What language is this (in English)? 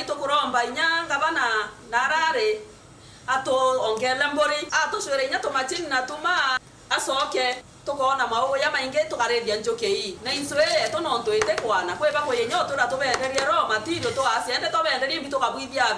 Meru